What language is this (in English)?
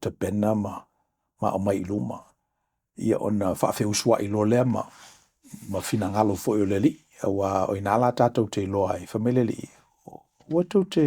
Samoan